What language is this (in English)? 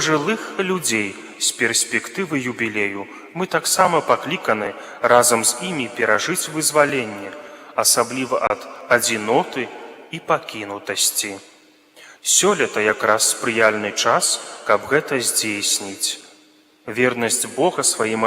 Belarusian